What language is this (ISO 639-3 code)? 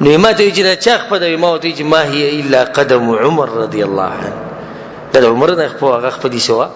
pus